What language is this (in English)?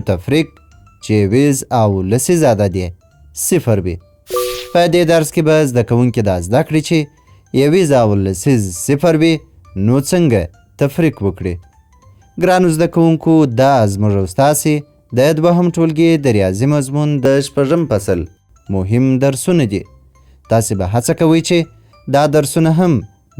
Pashto